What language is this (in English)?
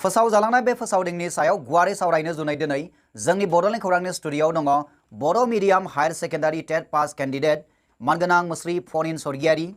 Bodo